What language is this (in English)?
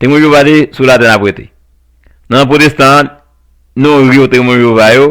Haitian Creole